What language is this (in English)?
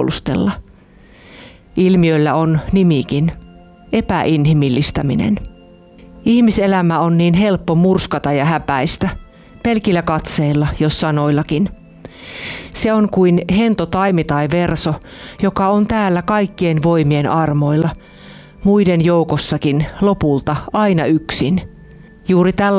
Finnish